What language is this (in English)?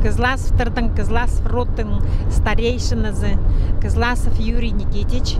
Khakas